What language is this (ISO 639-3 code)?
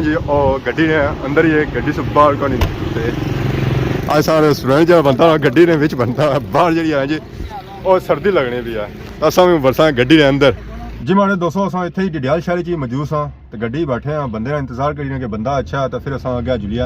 phr